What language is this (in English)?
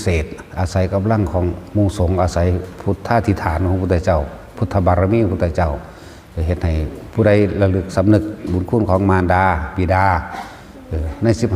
Northeastern Thai